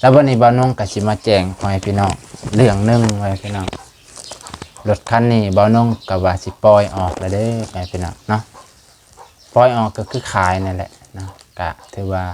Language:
Lao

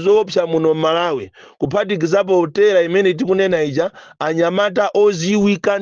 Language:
Nyanja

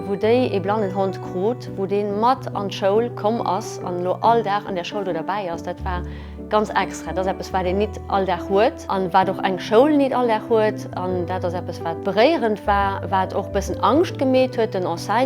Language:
Luxembourgish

